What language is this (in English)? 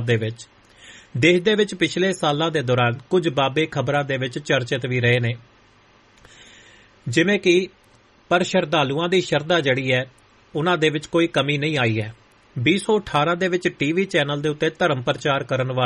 Punjabi